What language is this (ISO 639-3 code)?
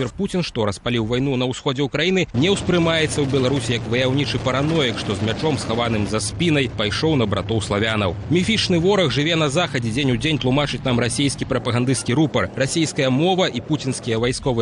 bel